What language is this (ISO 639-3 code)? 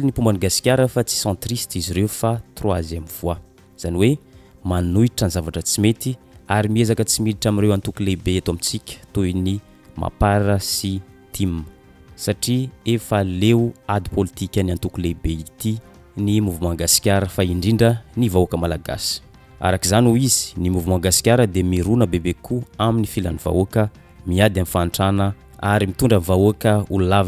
mlg